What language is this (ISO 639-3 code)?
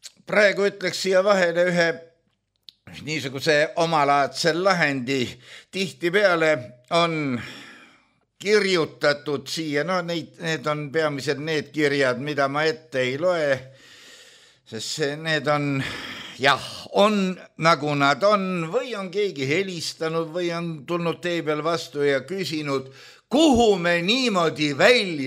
est